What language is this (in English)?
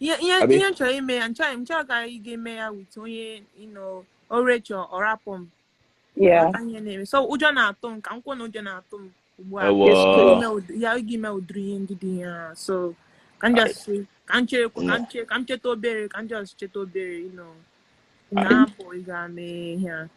Igbo